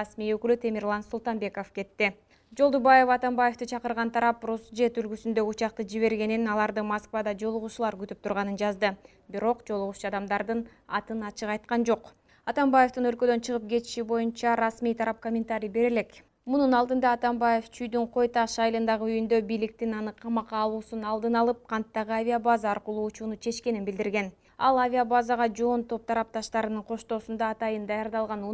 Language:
Kyrgyz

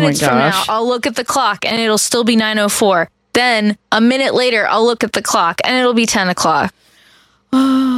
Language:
English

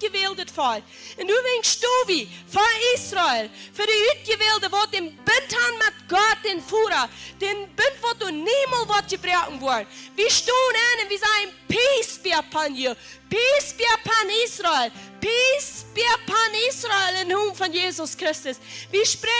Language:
Plautdietsch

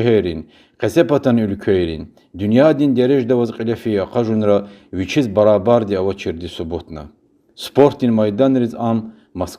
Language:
Lezghian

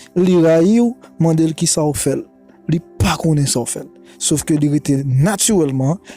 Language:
Haitian Creole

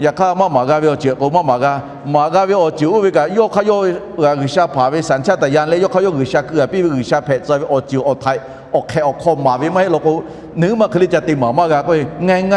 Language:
Lahu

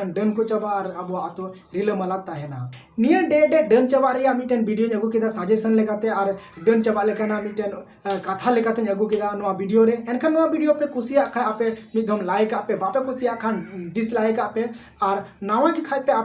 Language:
Santali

